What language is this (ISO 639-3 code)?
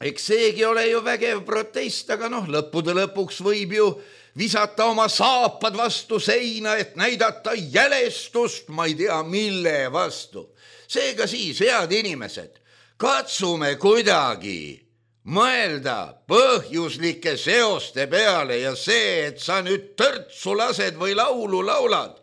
est